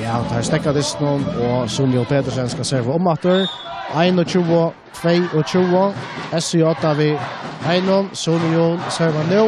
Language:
Faroese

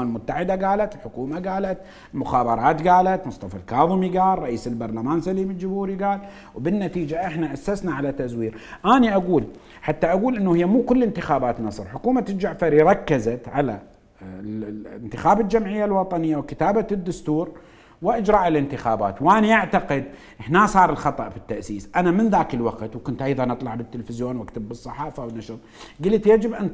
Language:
Mesopotamian Arabic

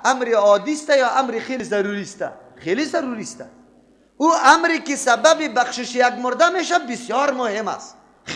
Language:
Persian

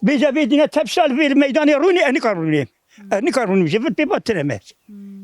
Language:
Kurdish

